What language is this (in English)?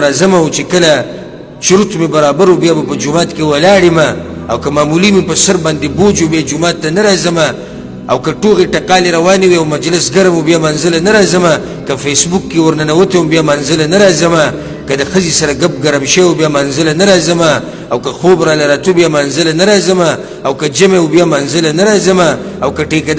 Pashto